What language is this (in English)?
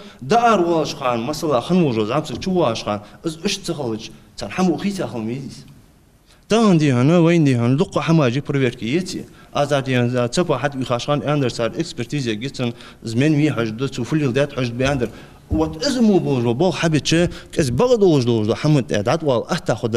Ingush